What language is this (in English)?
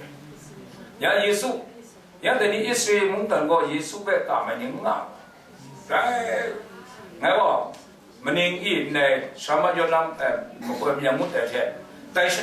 Kachin